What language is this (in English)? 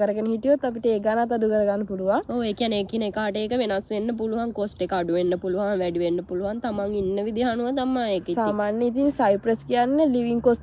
Sinhala